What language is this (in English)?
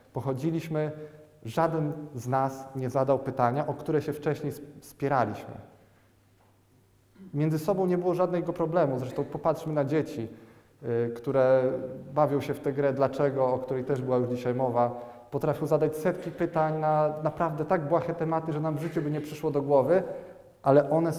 Polish